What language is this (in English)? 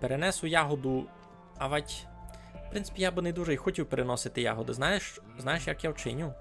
Rusyn